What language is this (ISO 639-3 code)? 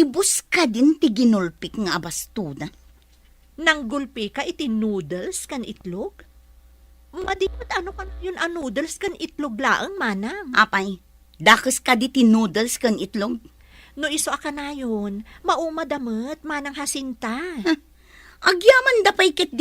ilo